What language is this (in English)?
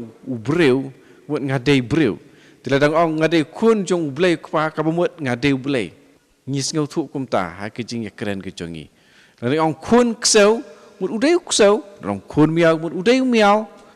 Khasi